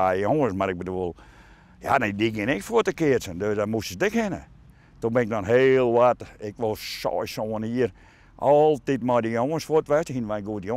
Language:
Western Frisian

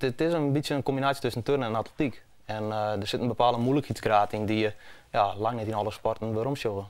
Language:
Western Frisian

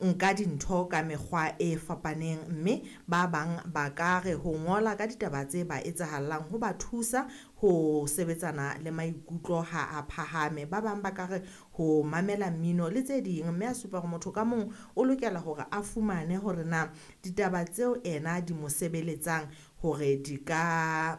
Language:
Southern Sotho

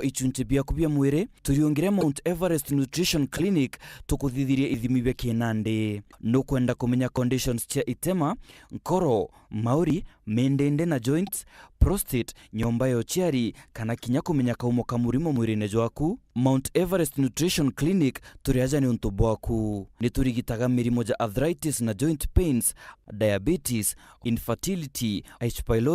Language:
Meru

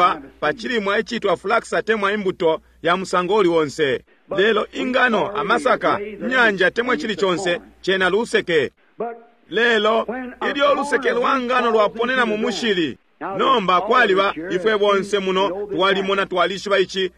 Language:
Bemba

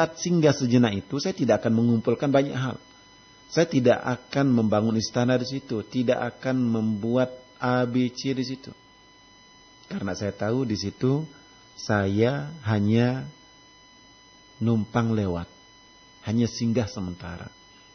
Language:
Indonesian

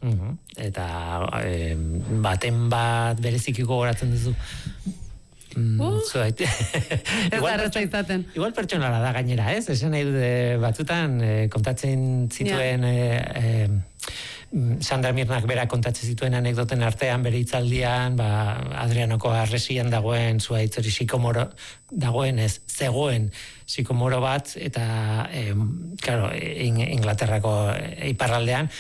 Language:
Basque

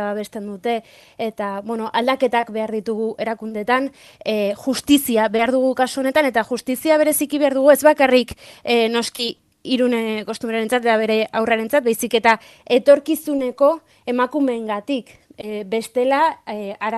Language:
Basque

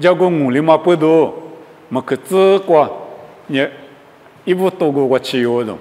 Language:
Lisu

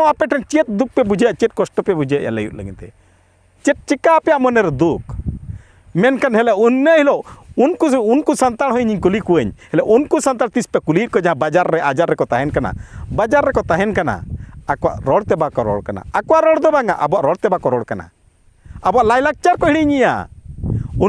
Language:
Santali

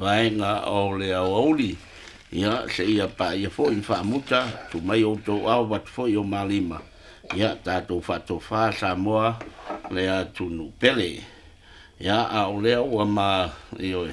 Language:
Samoan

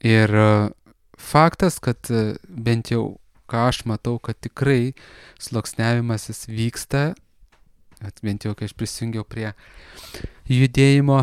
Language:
Lithuanian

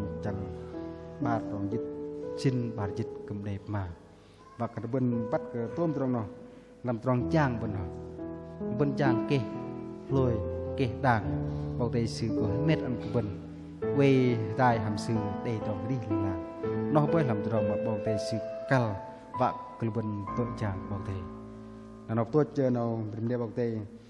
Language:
Bahnar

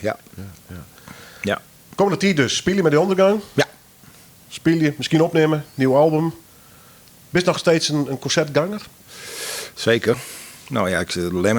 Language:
Western Frisian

